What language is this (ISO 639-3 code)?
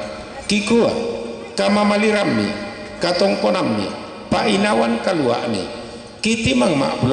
sda